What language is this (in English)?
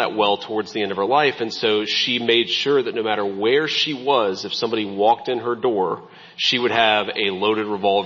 English